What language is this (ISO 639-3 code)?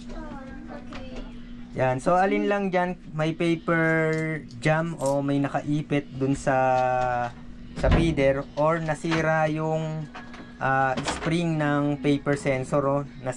fil